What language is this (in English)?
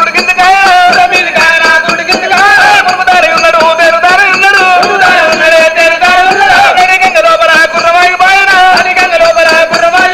Telugu